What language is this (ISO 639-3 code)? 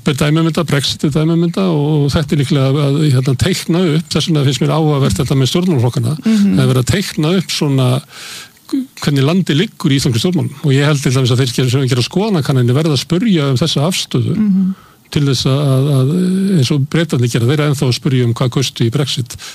isl